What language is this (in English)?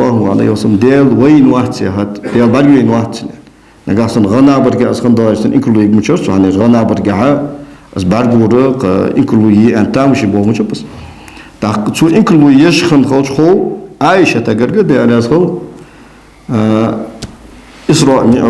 Ingush